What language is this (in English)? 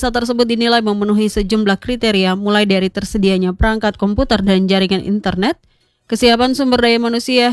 Indonesian